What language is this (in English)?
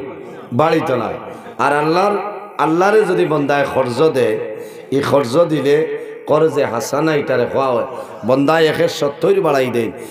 Sylheti